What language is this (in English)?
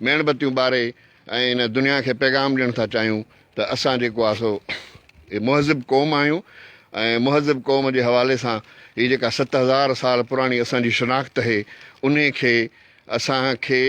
Sindhi